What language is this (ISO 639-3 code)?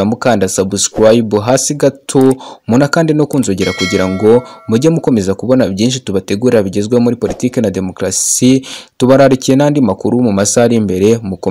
kin